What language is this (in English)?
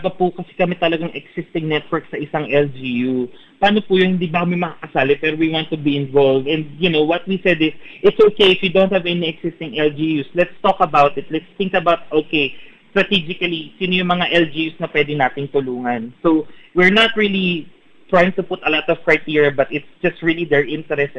Filipino